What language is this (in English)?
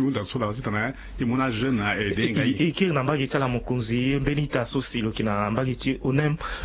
Sango